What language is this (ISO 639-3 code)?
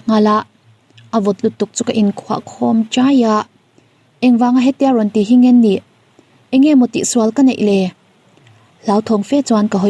lus